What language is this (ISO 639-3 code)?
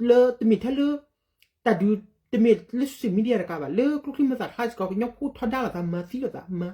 ksw